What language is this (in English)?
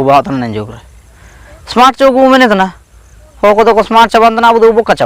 Ho